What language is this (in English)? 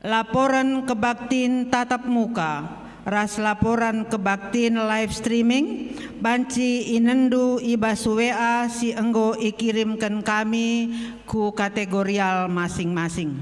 Batak Karo